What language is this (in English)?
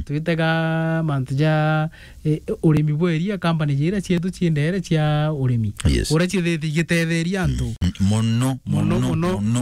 Meru